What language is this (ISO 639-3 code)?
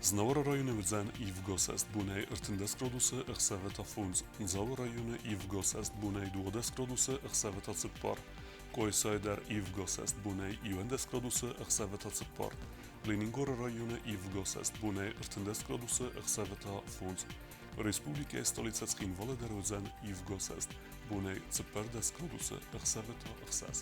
oss